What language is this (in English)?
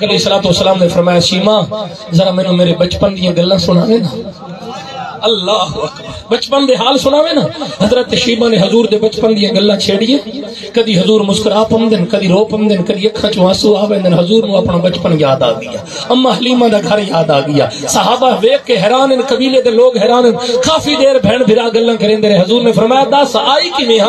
Saraiki